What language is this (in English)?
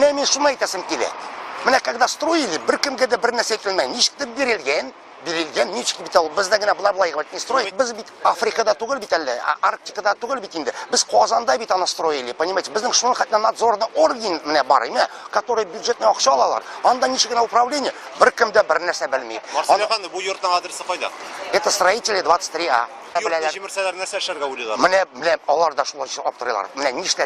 Tatar